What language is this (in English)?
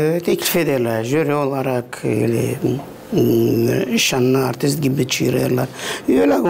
Gagauz